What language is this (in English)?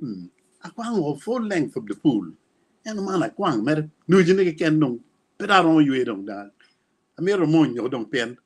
Acoli